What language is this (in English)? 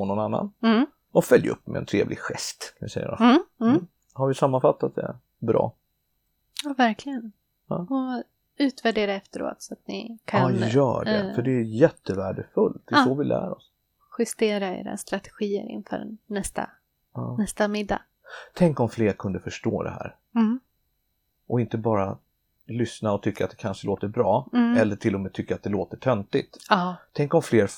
Swedish